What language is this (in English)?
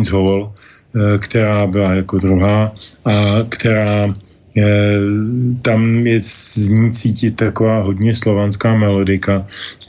Czech